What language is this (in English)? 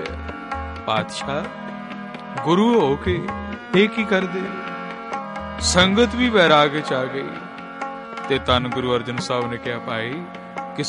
Punjabi